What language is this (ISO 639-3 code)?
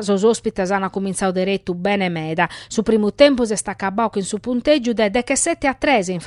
srd